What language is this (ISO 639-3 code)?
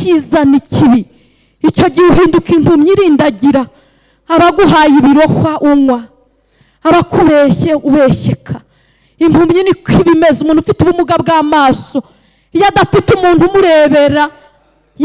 kin